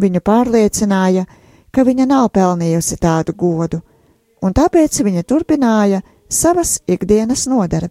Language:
Latvian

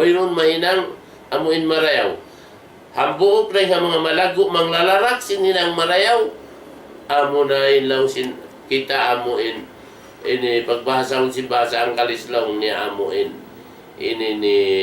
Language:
Tausug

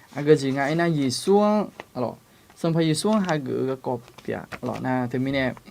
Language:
Akha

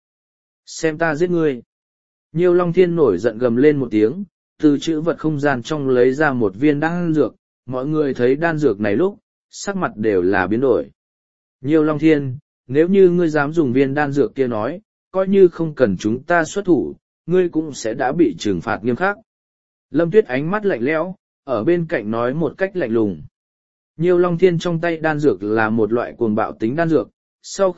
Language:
Vietnamese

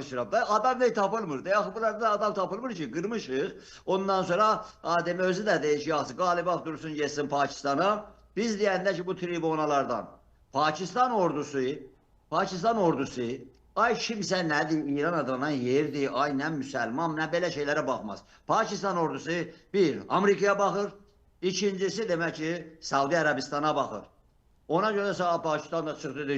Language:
Azerbaijani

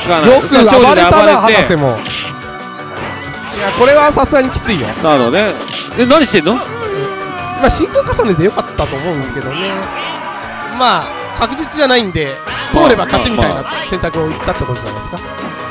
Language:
Japanese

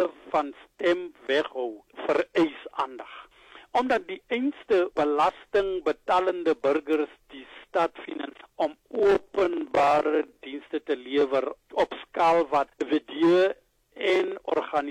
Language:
Afrikaans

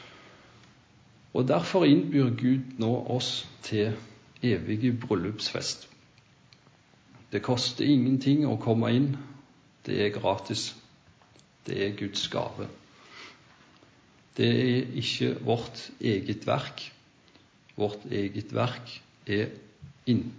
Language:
Norwegian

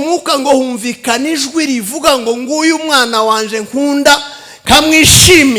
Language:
Kinyarwanda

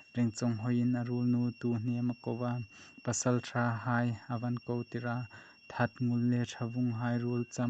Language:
Hmar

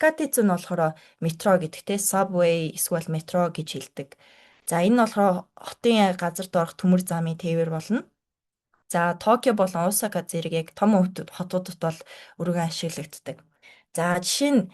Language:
Mongolian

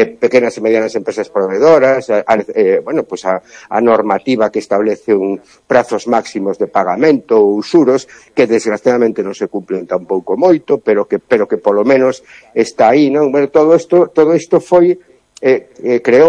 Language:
Galician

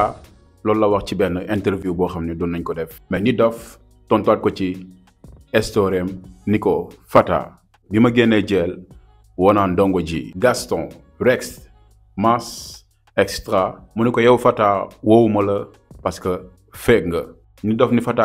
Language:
Wolof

